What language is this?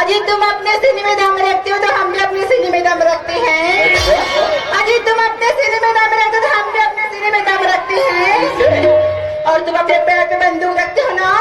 Chhattisgarhi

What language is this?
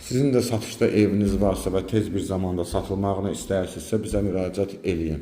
Azerbaijani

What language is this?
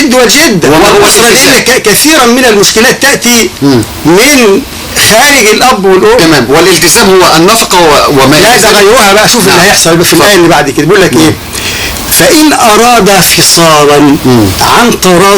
Egyptian Arabic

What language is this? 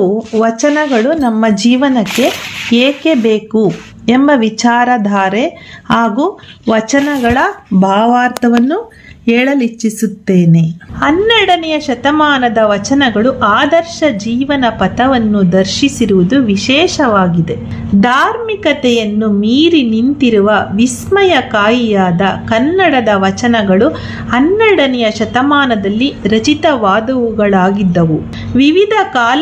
Kannada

